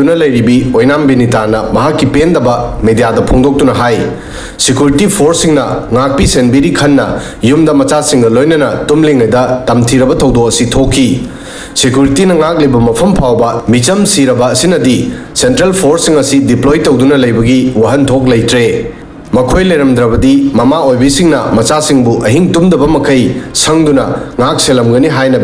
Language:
Manipuri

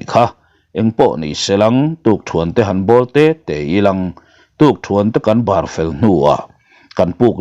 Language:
Mizo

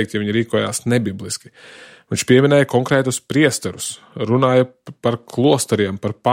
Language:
Latvian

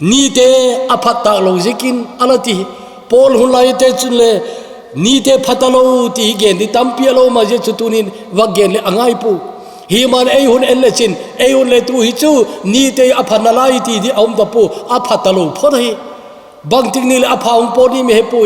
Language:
Thado Chin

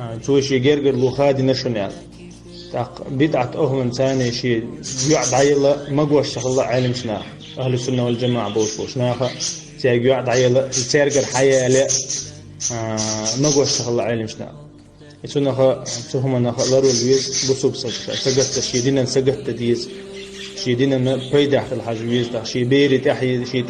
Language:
Chechen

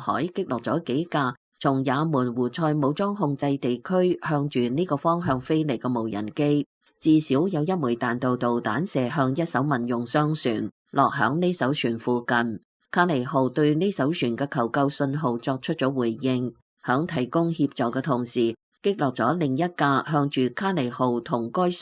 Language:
Cantonese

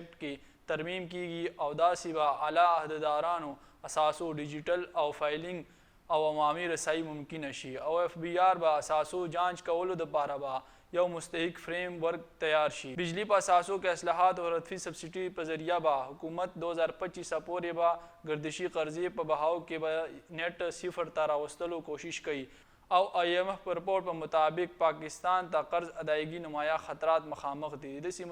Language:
Pashto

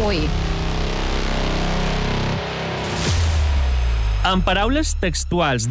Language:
Catalan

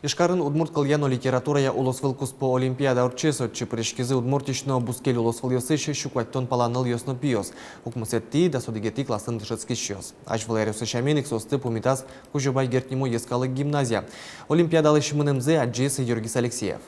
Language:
Udmurt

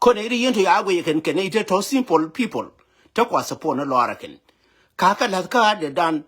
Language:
Nuer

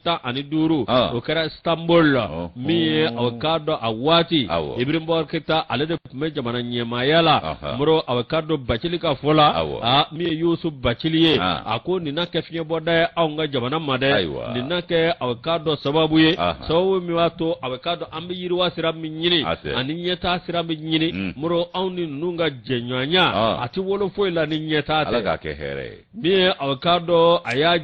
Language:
Bambara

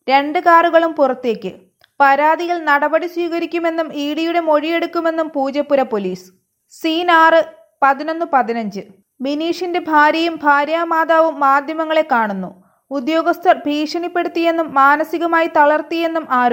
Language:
Malayalam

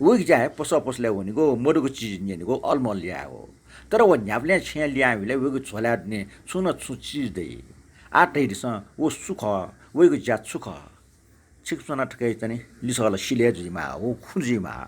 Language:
Newari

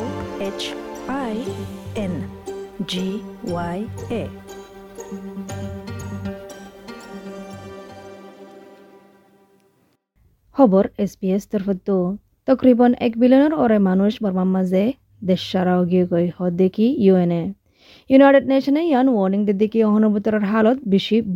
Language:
Bangla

